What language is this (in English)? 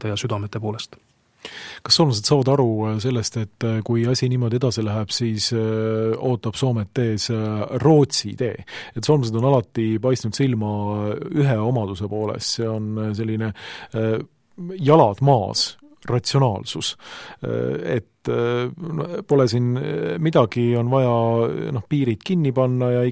Estonian